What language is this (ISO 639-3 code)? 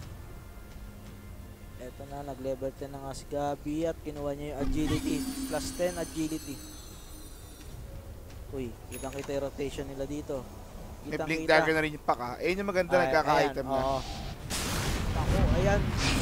fil